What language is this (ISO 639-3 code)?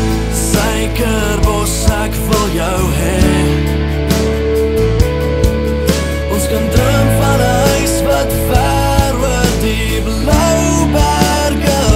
afr